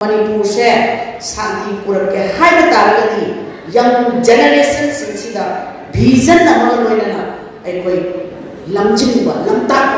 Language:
Manipuri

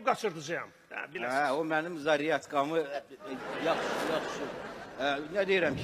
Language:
Azerbaijani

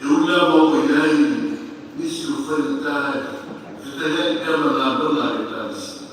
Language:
Samoan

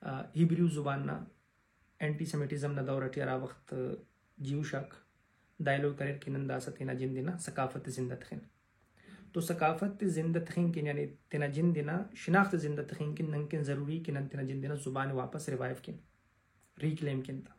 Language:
Brahui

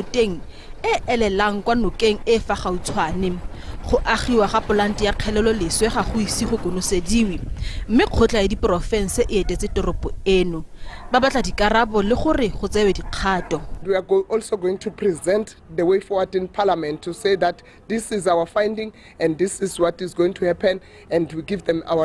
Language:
Tswana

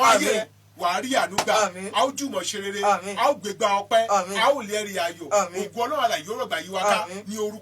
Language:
Yoruba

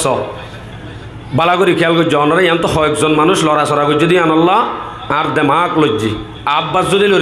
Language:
Rohingya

